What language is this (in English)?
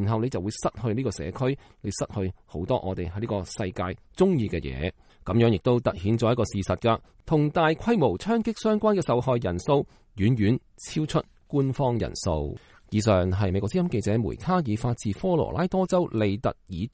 Cantonese